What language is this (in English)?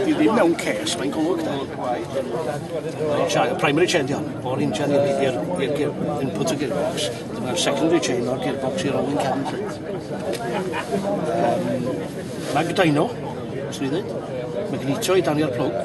Welsh